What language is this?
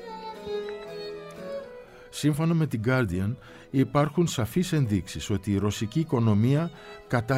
Greek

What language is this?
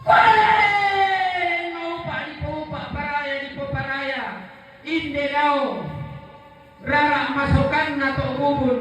Toraja-Sa'dan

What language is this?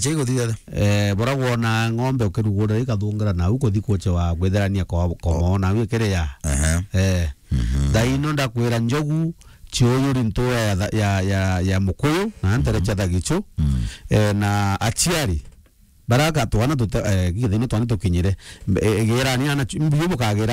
Meru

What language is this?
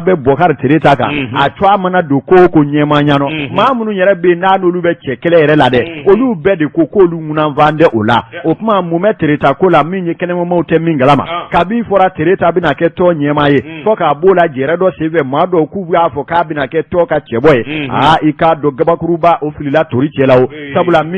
Bambara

